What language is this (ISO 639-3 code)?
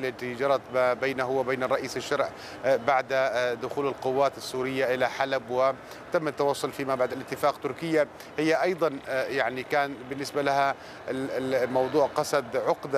ara